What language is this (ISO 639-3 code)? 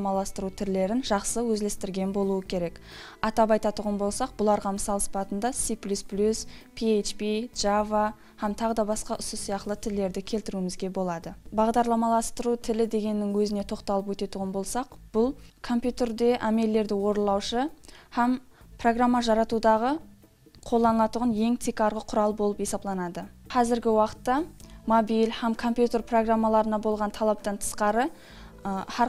kaa